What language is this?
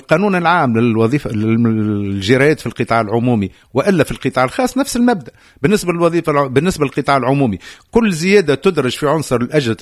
Tunisian Arabic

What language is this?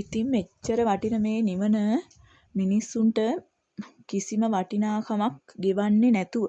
Sinhala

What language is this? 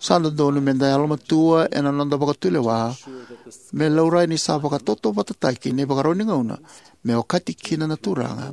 Fijian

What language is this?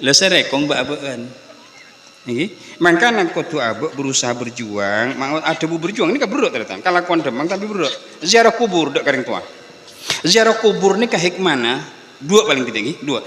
Madurese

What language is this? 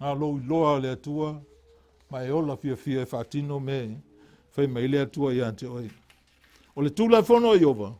Samoan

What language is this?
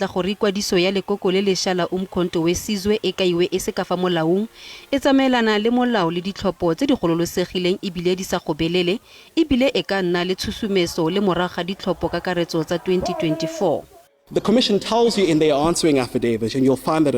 Tswana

